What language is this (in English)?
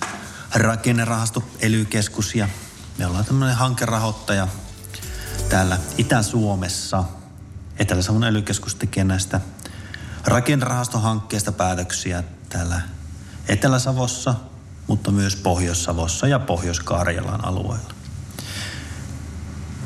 Finnish